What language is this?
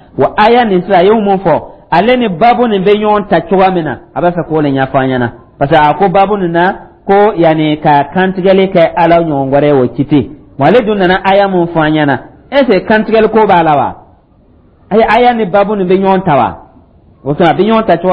Dyula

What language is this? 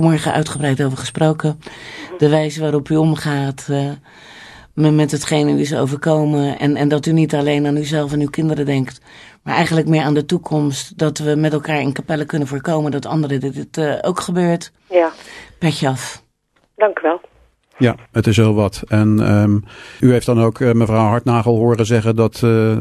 Dutch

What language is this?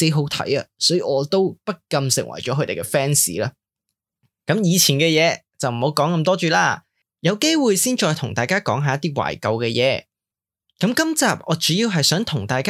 Cantonese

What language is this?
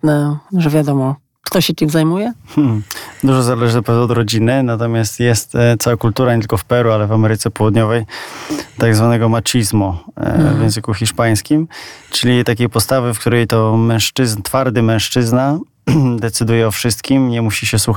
Polish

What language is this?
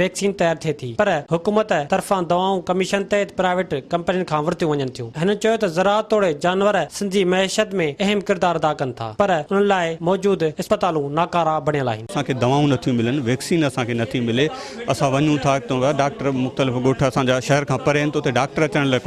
Sindhi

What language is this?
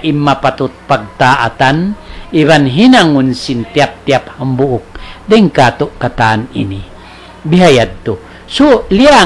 Tausug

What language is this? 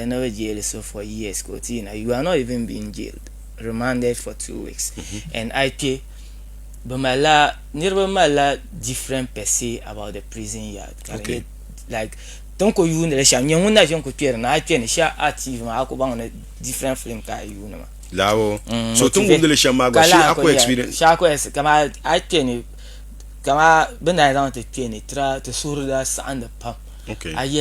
Dagbani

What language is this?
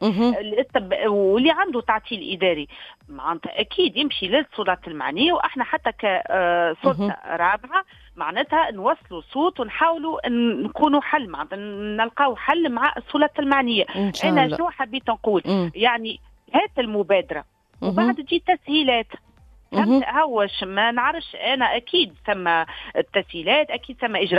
Tunisian Arabic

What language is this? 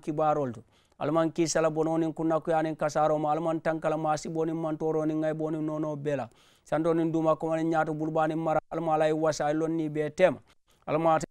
Mandingo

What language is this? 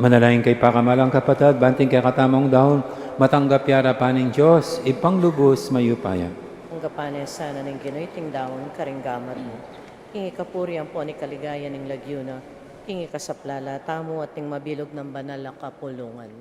Pampanga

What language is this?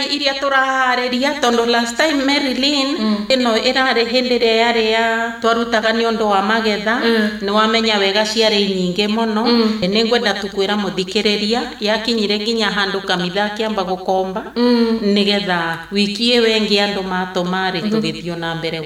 Kikuyu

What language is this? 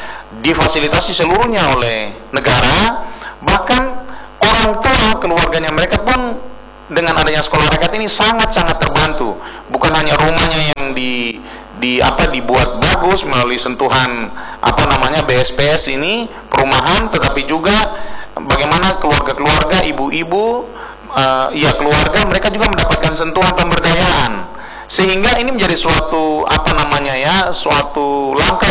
Indonesian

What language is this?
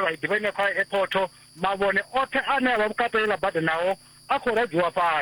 Venda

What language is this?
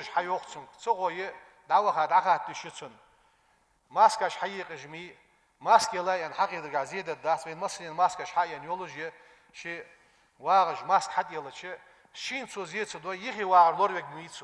Ingush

